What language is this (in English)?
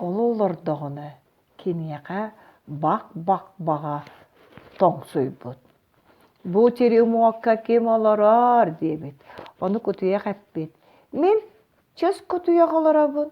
Yakut